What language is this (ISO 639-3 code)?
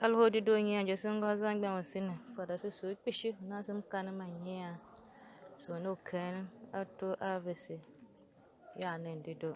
tiv